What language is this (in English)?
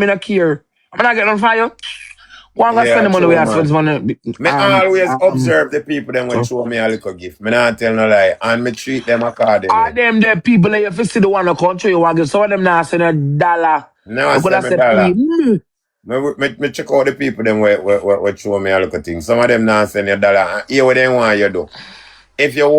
Jamaican Creole English